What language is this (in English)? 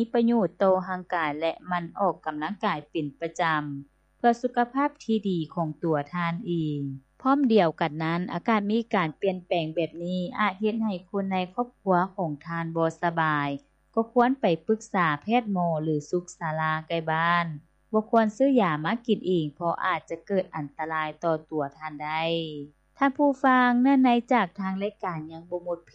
Lao